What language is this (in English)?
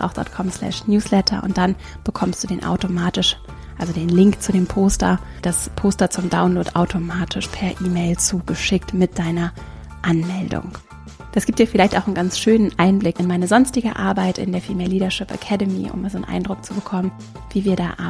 German